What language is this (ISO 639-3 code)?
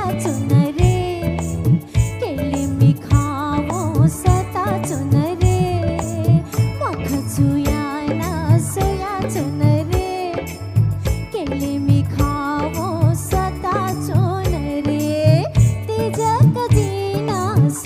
new